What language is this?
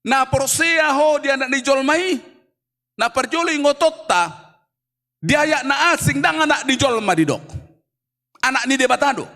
Batak Toba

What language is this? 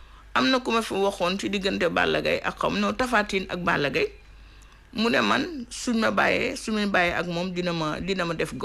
Wolof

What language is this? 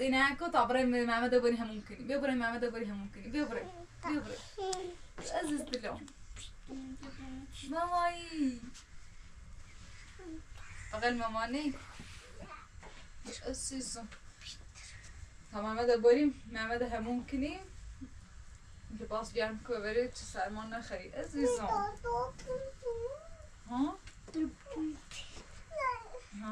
Persian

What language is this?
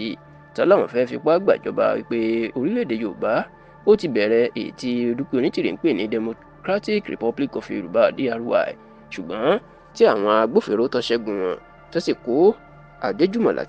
Yoruba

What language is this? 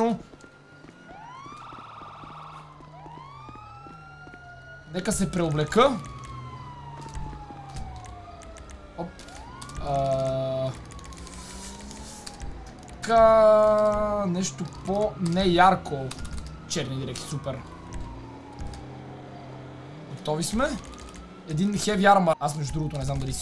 Bulgarian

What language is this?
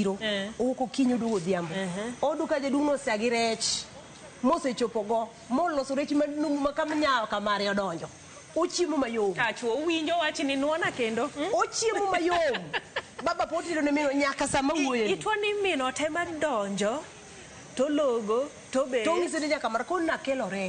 Luo (Kenya and Tanzania)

